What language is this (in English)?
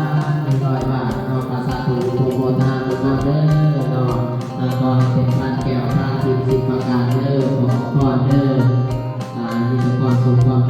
Lao